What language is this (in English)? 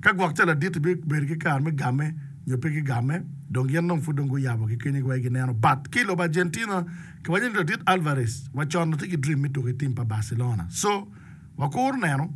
Acoli